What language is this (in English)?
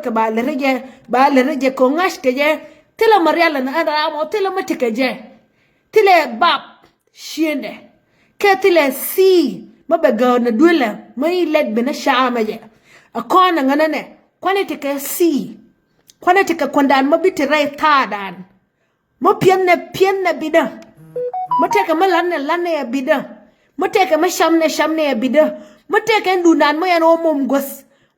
Nuer